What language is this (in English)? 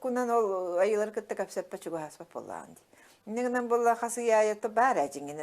Yakut